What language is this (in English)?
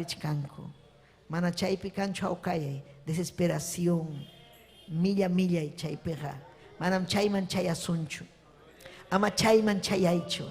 Ayacucho Quechua